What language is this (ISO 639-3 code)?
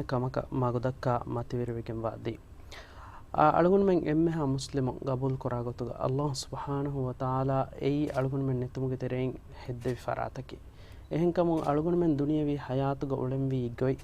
div